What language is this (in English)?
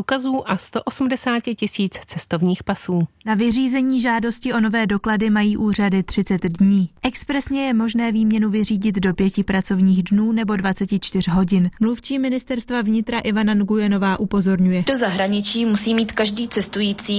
Czech